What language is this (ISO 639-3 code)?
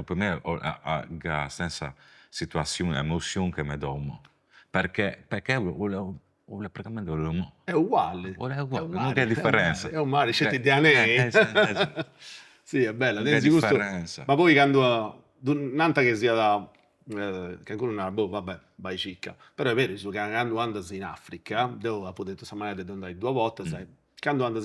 srd